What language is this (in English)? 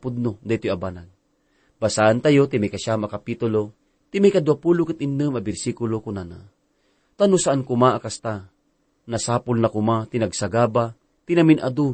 Iloko